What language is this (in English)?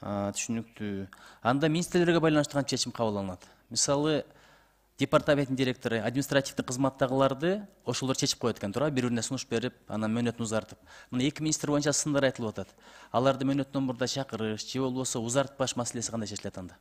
Kyrgyz